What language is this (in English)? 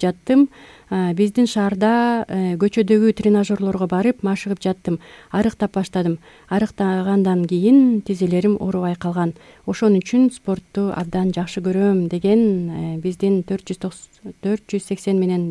Kyrgyz